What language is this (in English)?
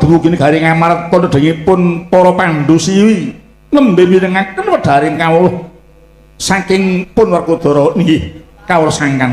Javanese